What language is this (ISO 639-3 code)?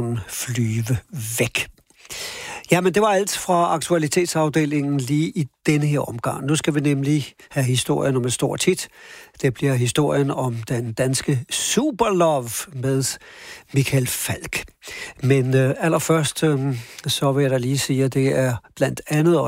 dan